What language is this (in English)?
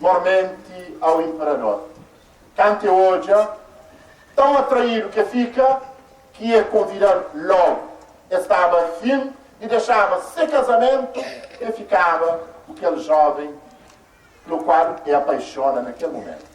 Kabuverdianu